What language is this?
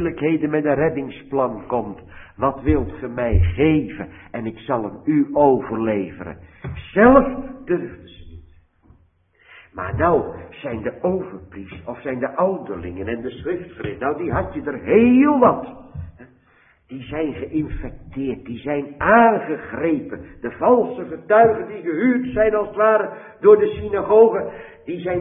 Dutch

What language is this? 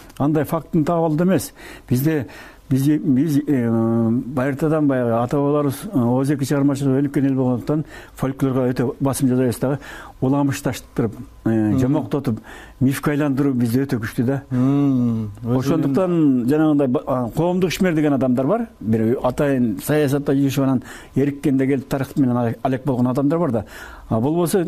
Kyrgyz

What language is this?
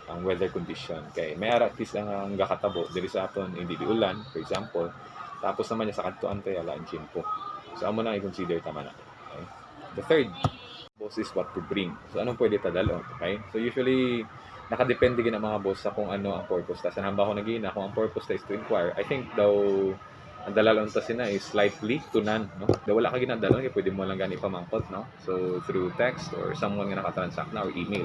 Hiligaynon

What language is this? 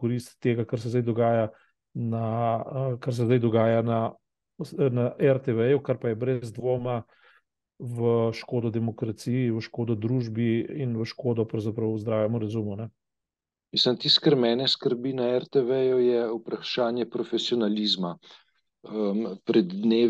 Slovenian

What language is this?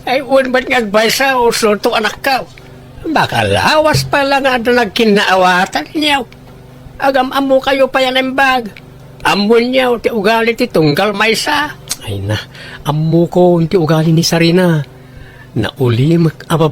Iloko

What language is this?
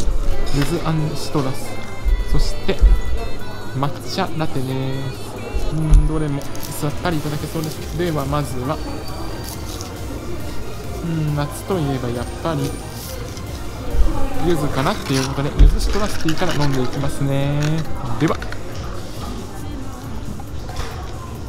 Japanese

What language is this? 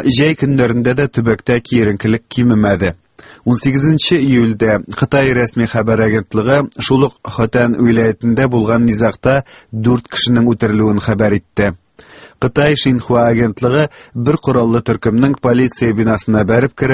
Tatar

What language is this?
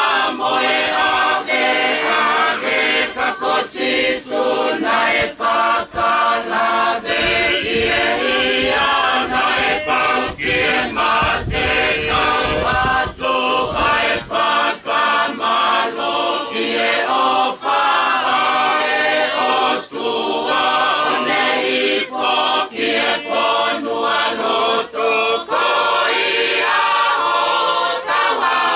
Tongan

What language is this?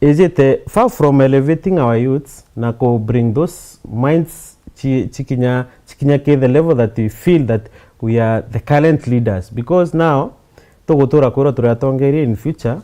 Meru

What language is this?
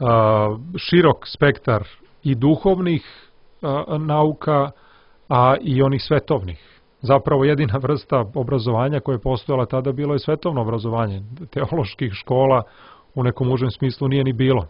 Serbian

